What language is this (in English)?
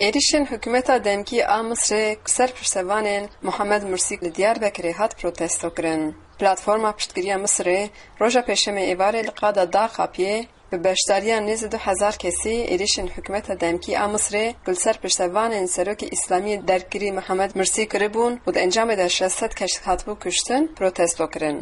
Kurdish